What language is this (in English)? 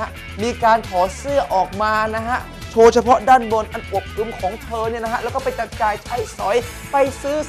Thai